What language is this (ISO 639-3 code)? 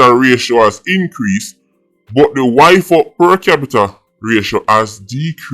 jam